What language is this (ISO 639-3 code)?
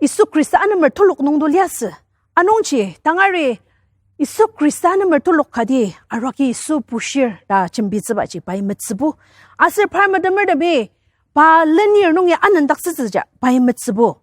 njo